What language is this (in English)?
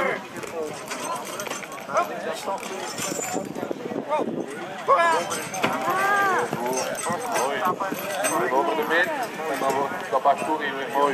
Dutch